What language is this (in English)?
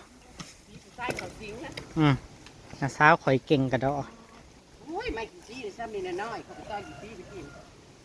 Northeastern Thai